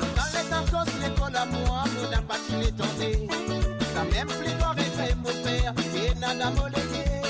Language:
Morisyen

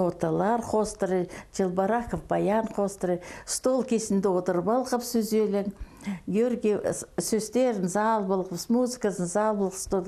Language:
Khakas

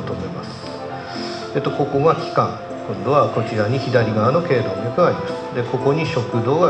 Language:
Japanese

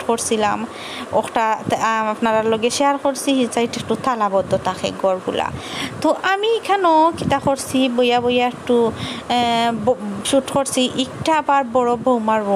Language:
Sylheti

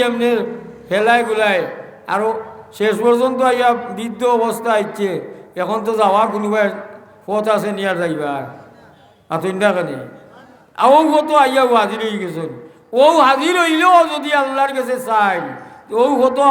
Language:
Sylheti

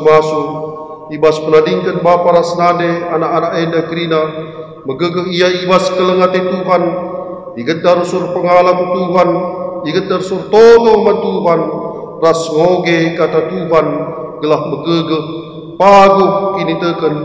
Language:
Batak Karo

